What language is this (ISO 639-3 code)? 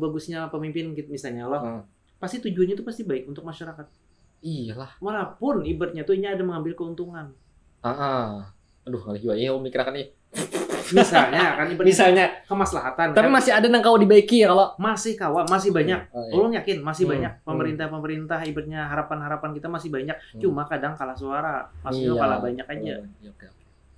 bjn